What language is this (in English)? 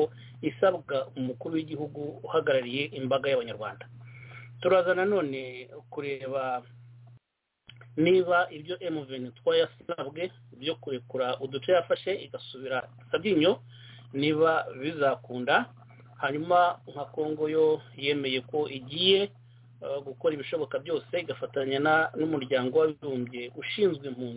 Kinyarwanda